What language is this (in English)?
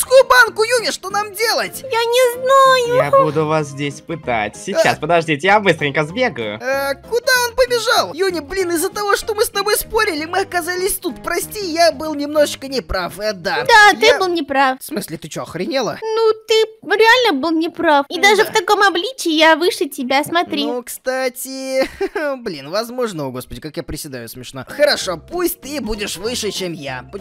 Russian